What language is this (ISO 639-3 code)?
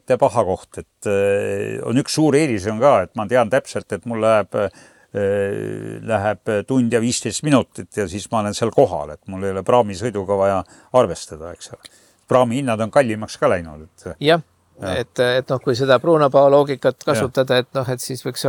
est